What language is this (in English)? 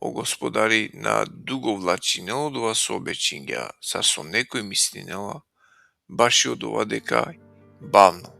Balkan Romani